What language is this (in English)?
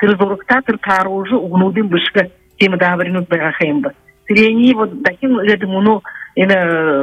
Buriat